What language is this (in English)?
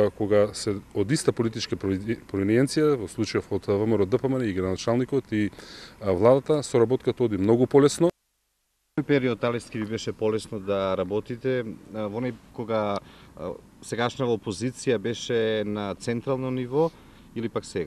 Macedonian